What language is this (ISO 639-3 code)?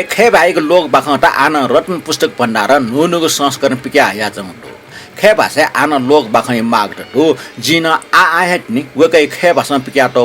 new